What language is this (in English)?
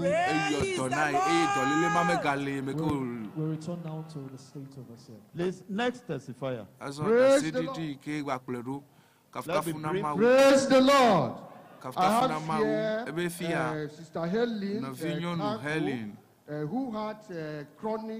Ewe